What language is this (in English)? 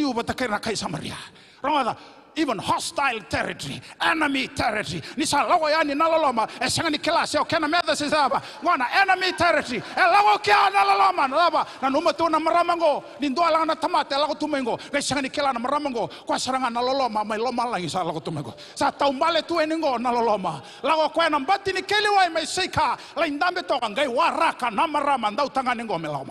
Fijian